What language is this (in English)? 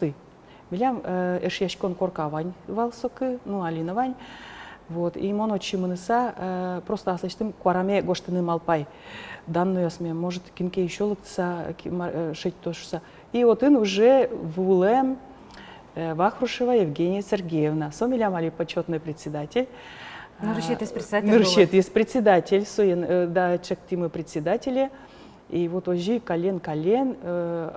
Udmurt